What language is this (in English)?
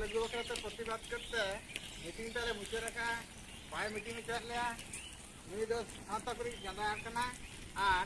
Santali